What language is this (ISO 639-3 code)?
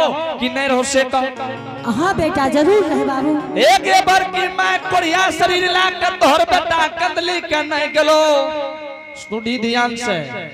anp